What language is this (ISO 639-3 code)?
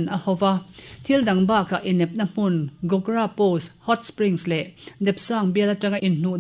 lus